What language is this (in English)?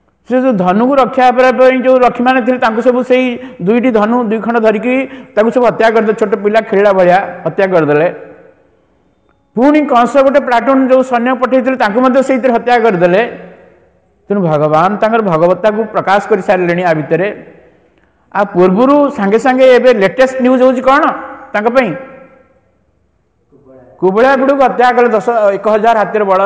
Odia